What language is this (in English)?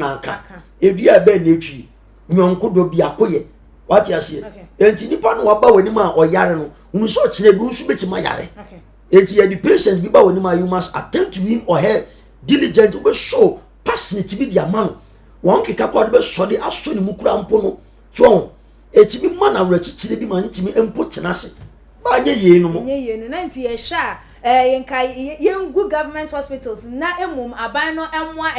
Akan